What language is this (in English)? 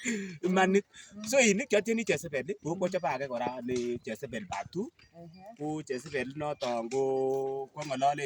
Kalenjin